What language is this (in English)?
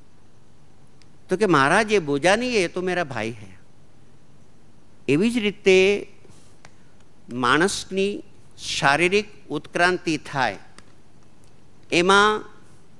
Gujarati